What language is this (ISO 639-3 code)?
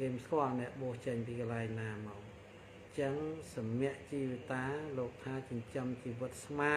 khm